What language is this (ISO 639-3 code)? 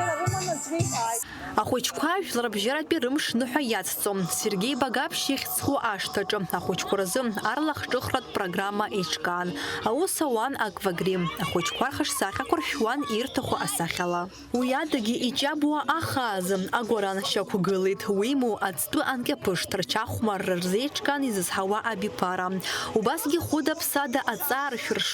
abk